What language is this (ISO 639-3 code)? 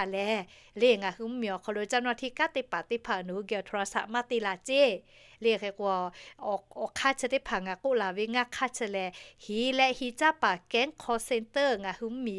lhu